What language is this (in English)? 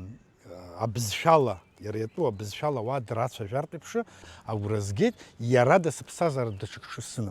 Abkhazian